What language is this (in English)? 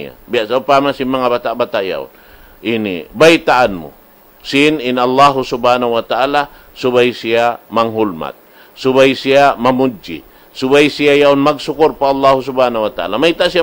Tausug